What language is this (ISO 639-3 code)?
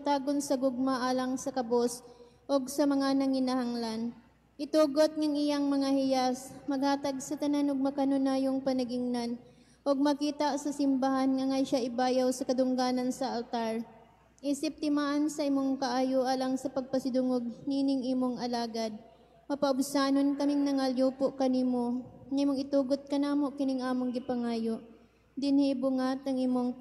ceb